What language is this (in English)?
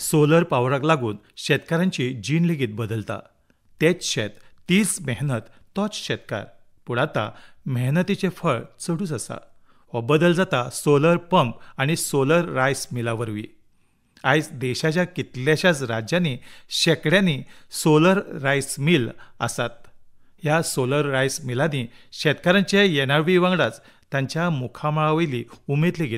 Konkani